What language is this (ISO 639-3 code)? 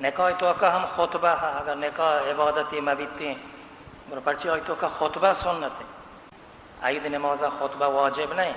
bal